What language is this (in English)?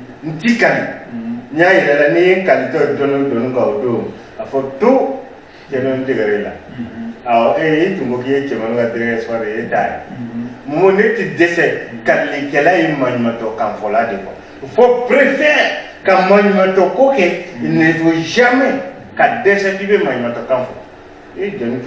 Bambara